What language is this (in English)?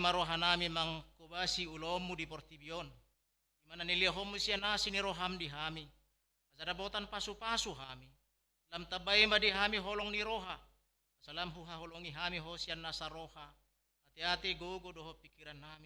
Batak Toba